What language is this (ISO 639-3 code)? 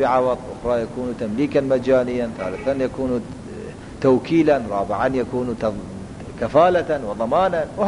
ara